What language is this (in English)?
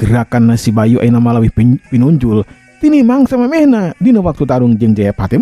Sundanese